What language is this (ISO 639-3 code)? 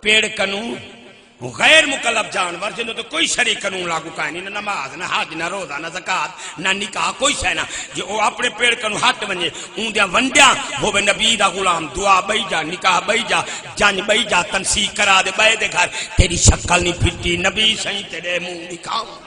skr